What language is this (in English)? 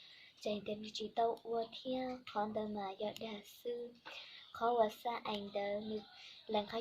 Hmong